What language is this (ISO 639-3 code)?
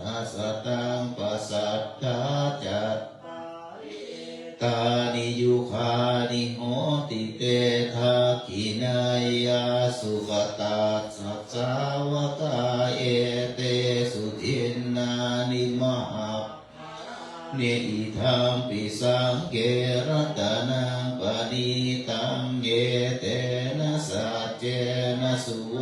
pli